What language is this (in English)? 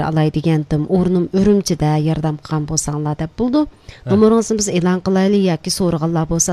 Uyghur